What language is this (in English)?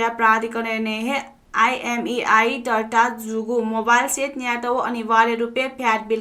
Newari